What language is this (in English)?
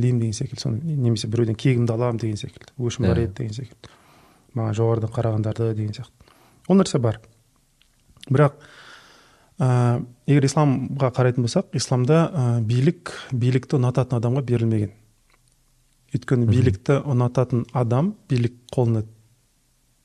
Kazakh